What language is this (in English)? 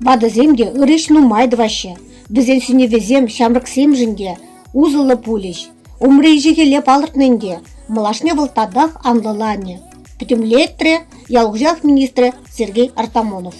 Chuvash